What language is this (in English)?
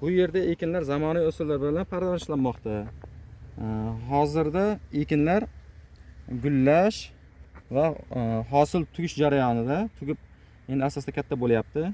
Uzbek